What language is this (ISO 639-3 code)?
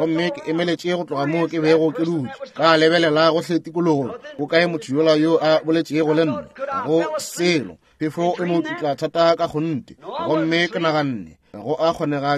nso